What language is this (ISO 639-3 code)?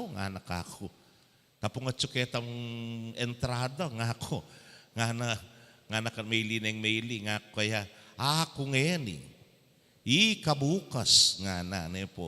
pam